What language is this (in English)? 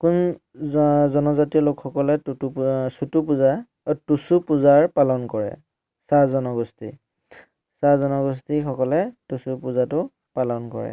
Assamese